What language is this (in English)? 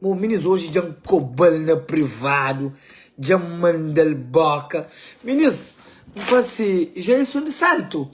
Kabuverdianu